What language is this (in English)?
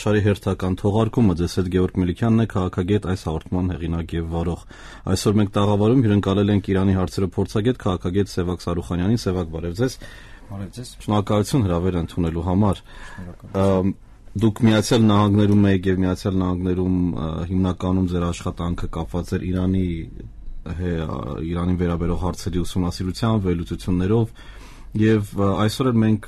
Armenian